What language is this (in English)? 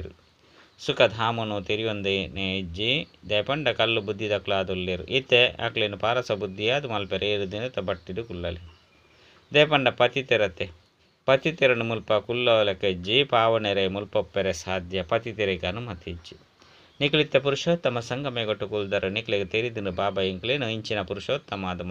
Tulu